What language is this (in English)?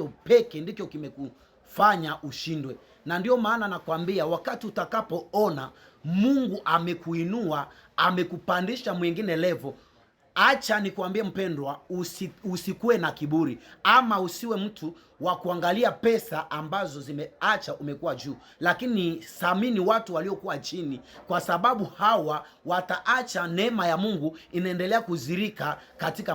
Swahili